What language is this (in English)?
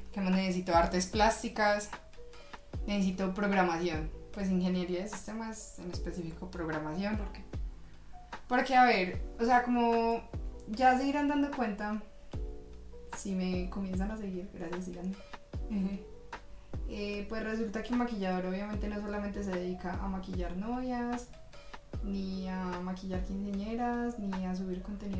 Spanish